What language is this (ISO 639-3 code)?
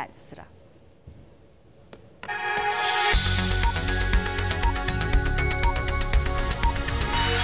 tur